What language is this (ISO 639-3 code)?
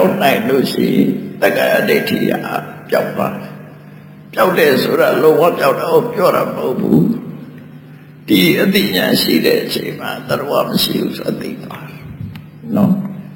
mya